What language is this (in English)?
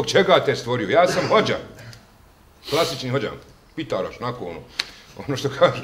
Bosnian